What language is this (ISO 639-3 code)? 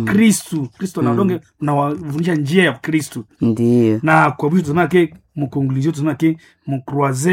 swa